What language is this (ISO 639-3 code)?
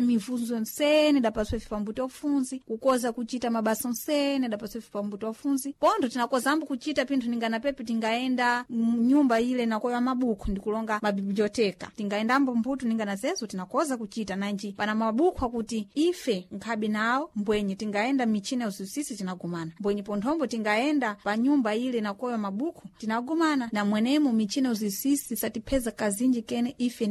seh